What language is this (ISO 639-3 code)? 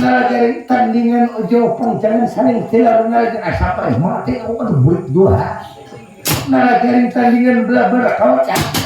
bjn